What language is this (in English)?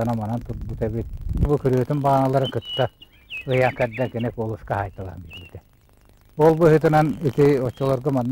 Yakut